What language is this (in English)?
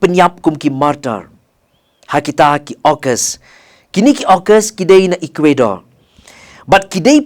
Khasi